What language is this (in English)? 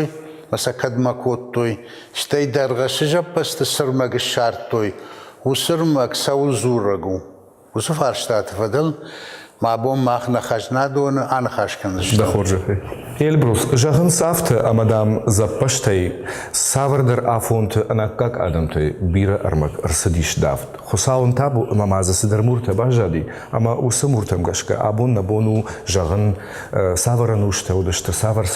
Ossetic